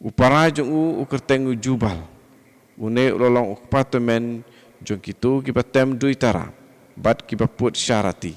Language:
Khasi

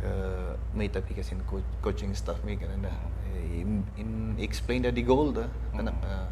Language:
Kankanaey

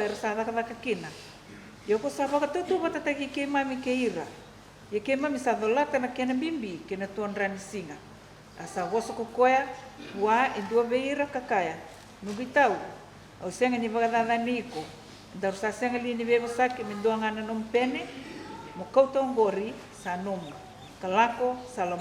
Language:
Fijian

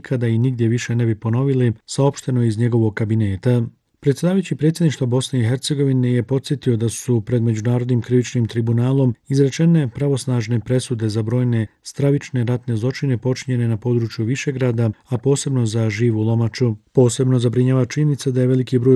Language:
Bosnian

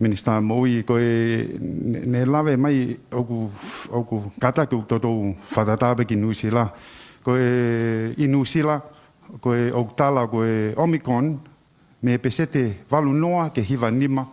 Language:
Tongan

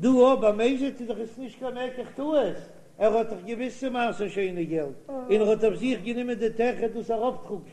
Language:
Yiddish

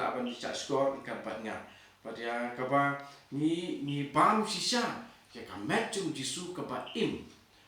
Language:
Khasi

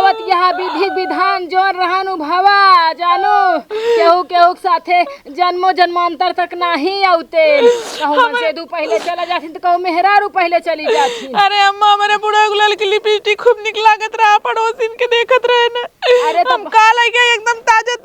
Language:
Awadhi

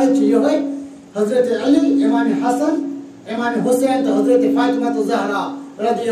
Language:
Kashmiri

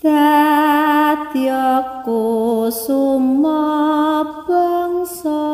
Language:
Javanese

